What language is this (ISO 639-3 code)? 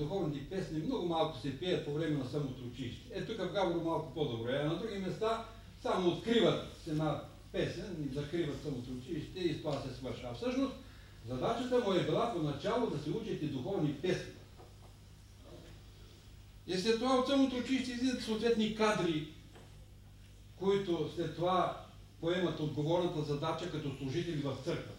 bul